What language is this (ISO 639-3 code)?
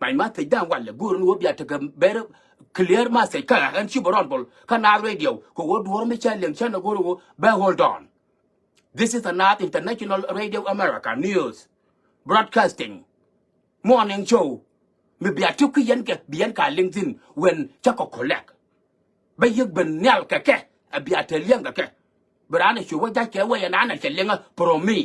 nus